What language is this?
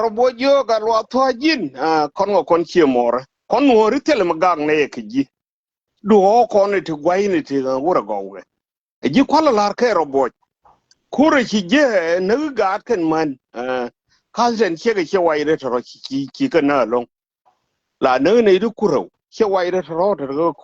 Nuer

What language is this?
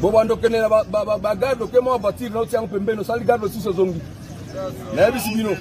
Lingala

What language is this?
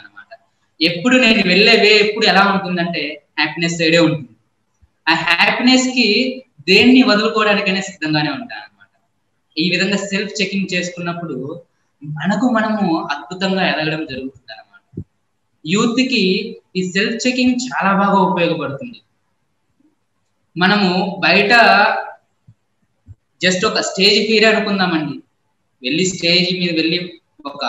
Telugu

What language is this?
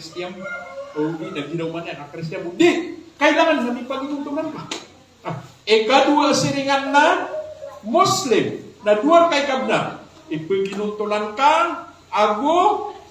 Maranao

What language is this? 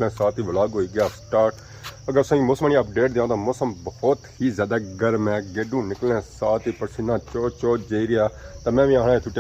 Pahari-Potwari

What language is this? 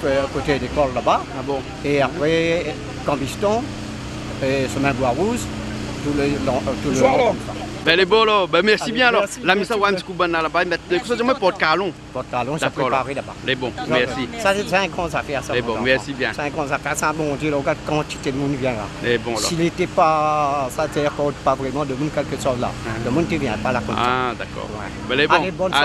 Réunion Creole French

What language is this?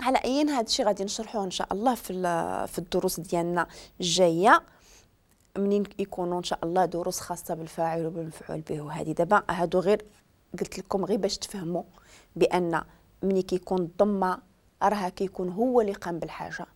Moroccan Arabic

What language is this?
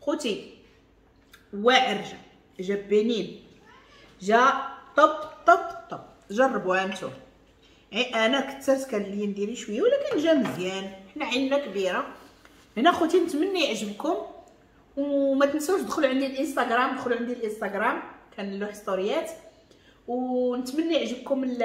Moroccan Arabic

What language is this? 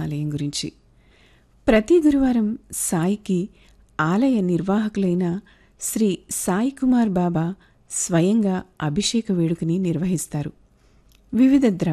Telugu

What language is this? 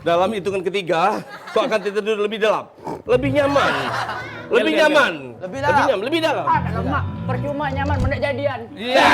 Musi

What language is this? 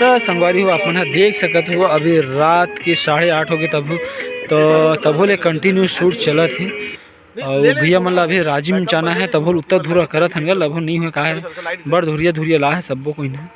Chhattisgarhi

